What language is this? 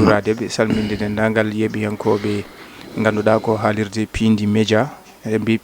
Fula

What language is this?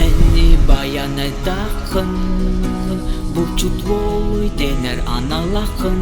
Yakut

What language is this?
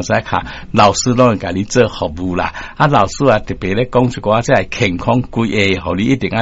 Min Nan Chinese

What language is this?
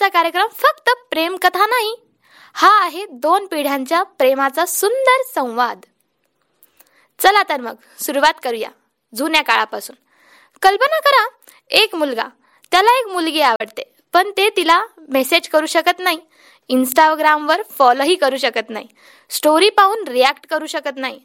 Marathi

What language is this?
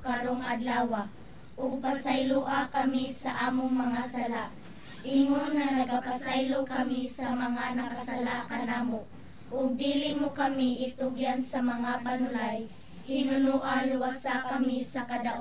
Cebuano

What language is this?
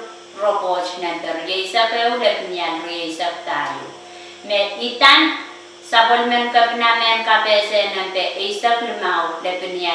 Pohnpeian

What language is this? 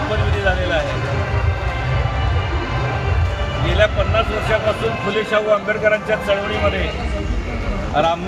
Marathi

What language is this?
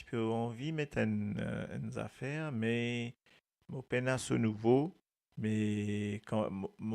Morisyen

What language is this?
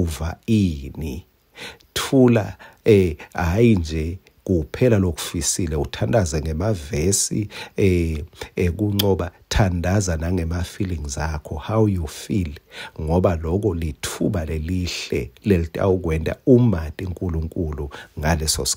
Swati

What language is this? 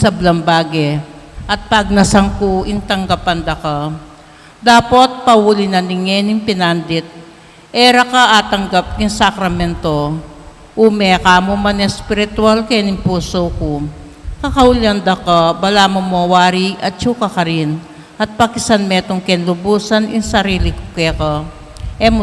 Pampanga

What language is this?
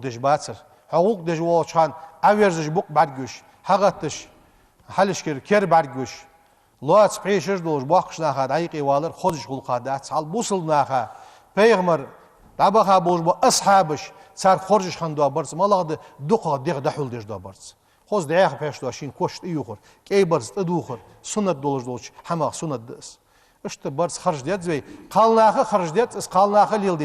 Ingush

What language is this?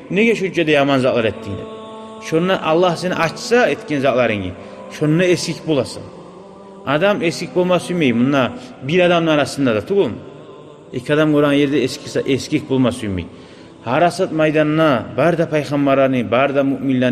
Kumyk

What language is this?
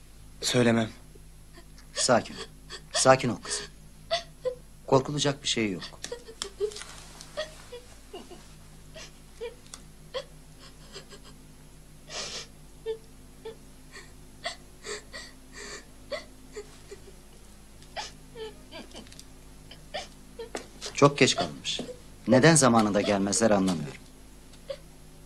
Turkish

